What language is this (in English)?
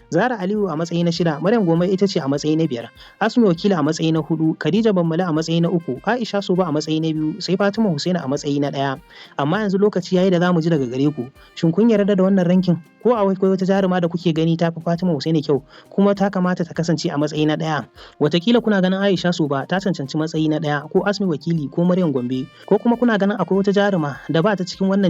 Hausa